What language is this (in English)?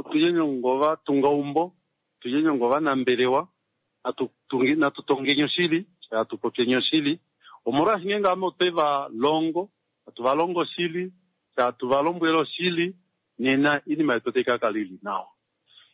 Kuanyama